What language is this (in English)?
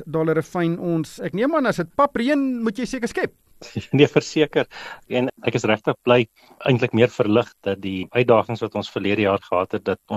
Afrikaans